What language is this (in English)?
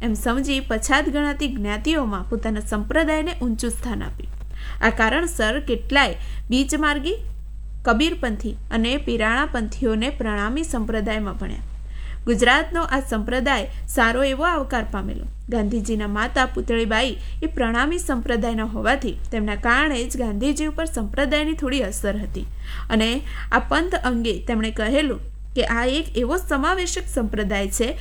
Gujarati